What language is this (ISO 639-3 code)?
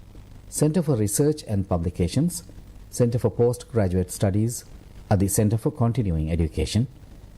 div